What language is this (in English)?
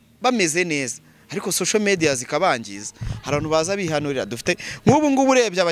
Kinyarwanda